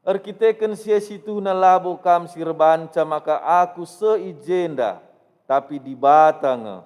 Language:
Batak Karo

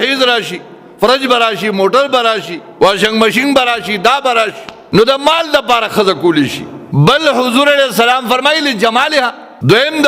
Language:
Pashto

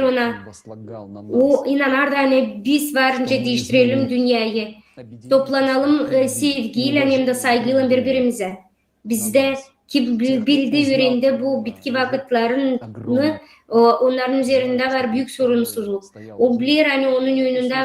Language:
Gagauz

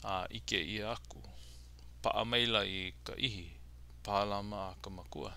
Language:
Hawaiian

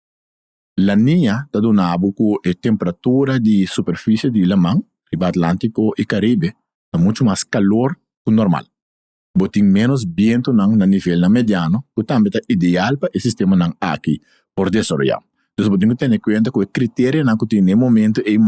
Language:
Papiamento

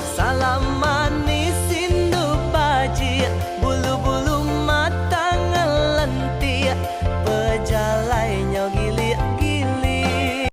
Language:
Iban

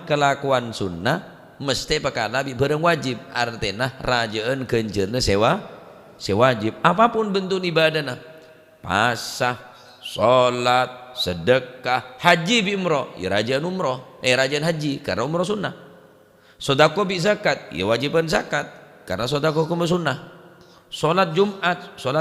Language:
Madurese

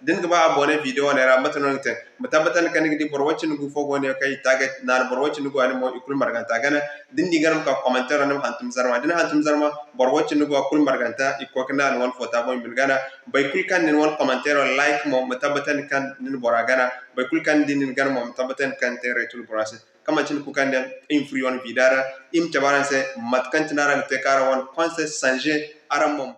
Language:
Zarma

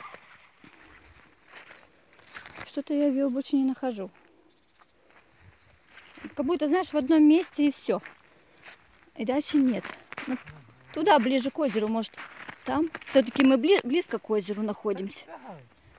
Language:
Russian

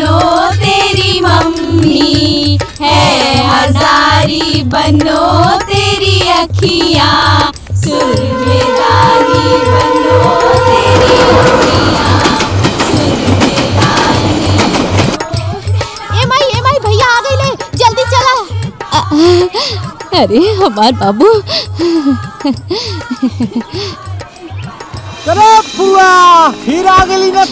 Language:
Bhojpuri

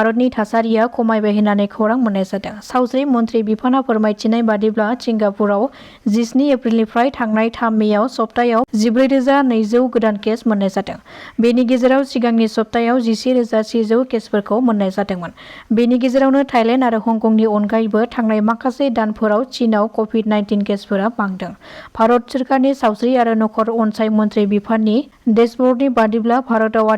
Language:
Bodo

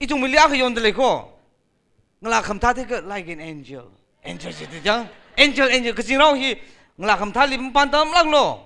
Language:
Tangkhul Naga (India)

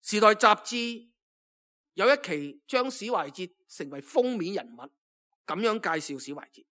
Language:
Cantonese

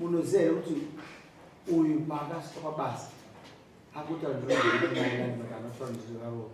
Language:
Shona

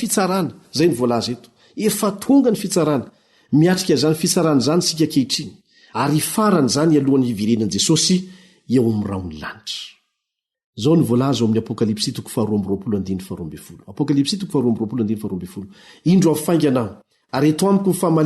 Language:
Malagasy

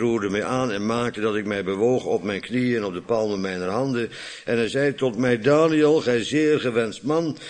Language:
Dutch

